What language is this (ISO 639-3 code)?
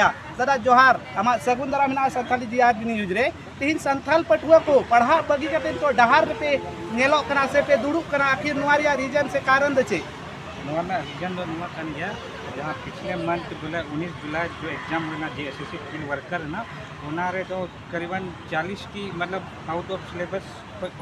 sat